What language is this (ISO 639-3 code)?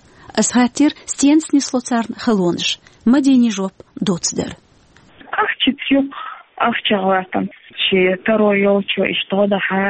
che